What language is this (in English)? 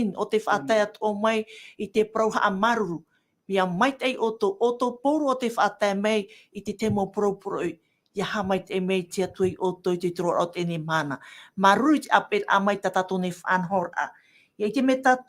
Tahitian